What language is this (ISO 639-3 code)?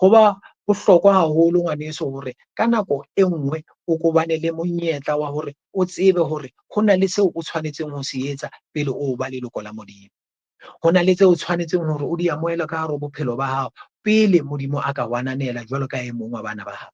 sot